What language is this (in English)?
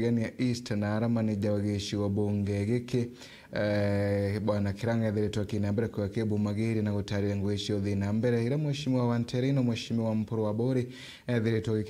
Meru